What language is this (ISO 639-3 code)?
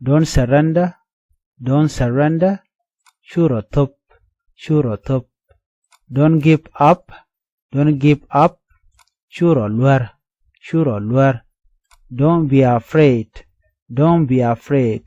nus